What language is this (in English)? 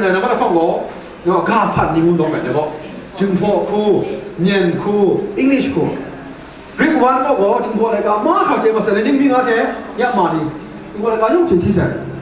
Kachin